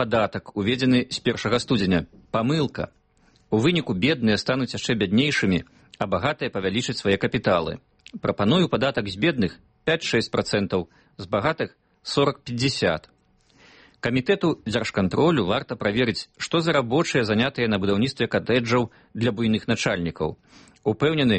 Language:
Belarusian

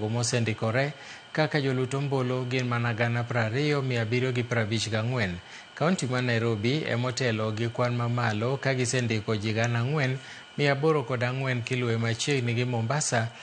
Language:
Luo (Kenya and Tanzania)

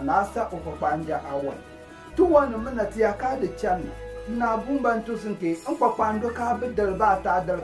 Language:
Konkomba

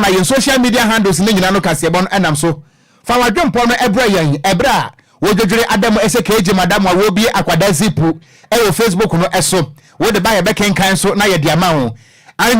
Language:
Akan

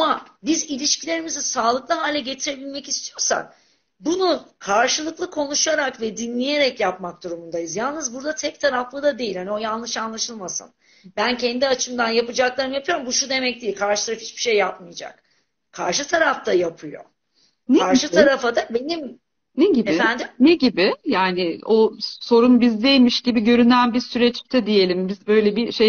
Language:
Turkish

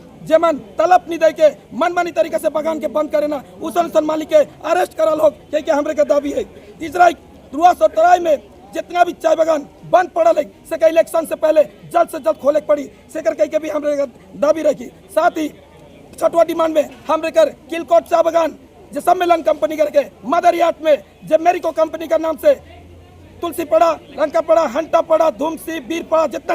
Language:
Sadri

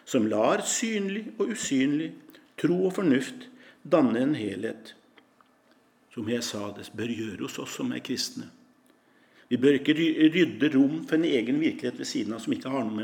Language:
Norwegian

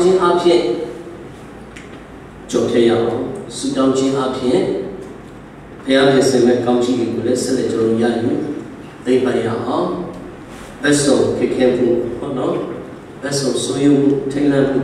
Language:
Burmese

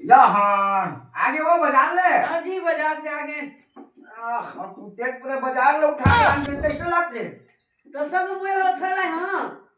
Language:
Chhattisgarhi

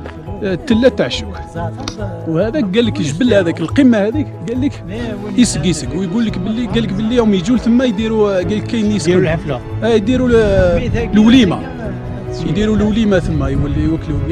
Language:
Algerian Arabic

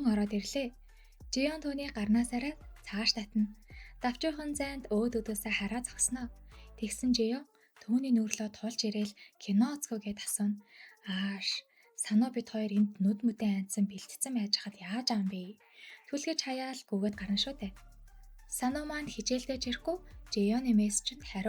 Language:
Mongolian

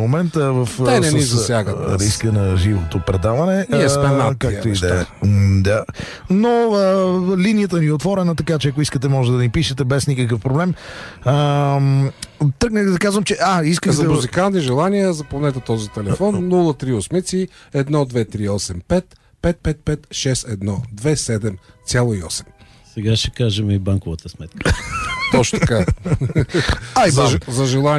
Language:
Bulgarian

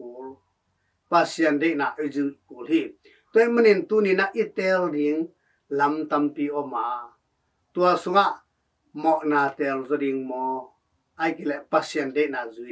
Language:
Tedim Chin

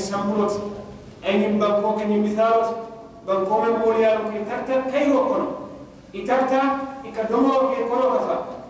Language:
Mandingo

